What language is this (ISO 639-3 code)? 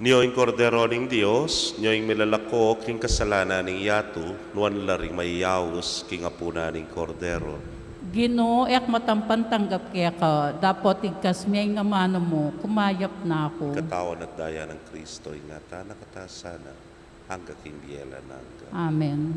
pam